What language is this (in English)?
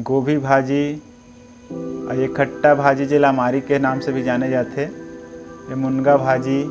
Chhattisgarhi